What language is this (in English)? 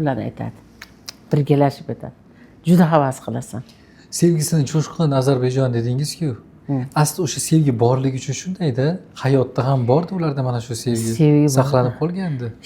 Uzbek